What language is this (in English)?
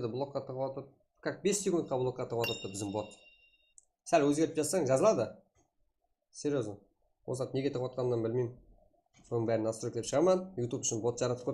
Kara-Kalpak